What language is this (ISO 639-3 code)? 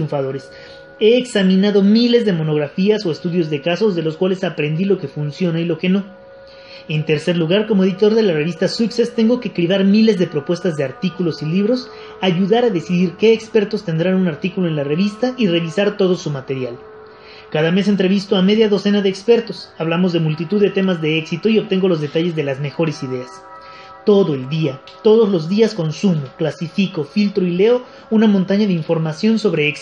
spa